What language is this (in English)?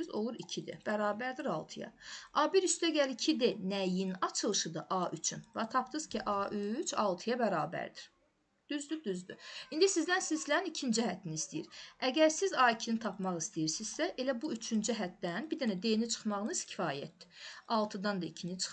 Azerbaijani